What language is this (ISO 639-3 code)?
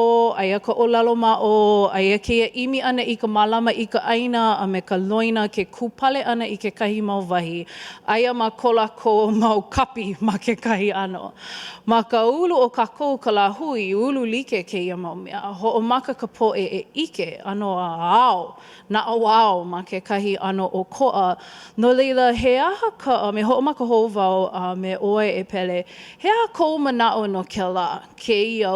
haw